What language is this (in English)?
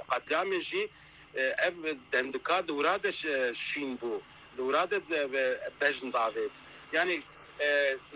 Kurdish